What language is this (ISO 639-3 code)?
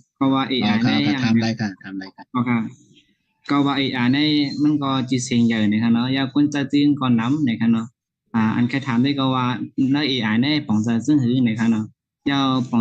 shn